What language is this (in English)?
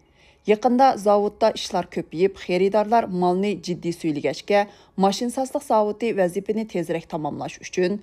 Uyghur